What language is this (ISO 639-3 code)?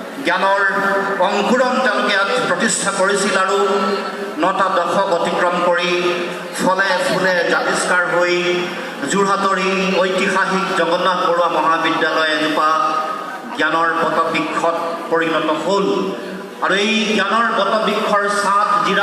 asm